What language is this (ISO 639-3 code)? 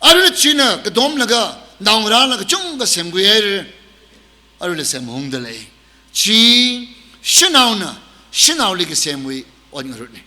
nmf